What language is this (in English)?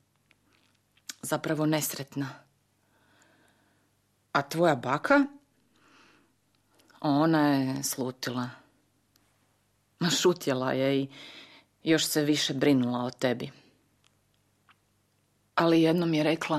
Croatian